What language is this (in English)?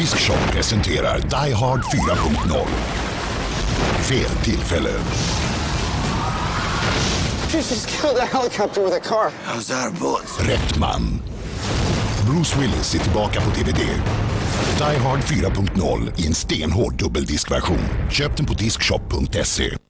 Swedish